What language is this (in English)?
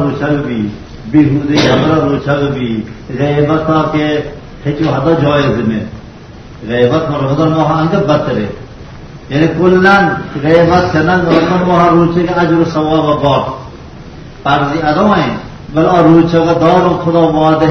Baluchi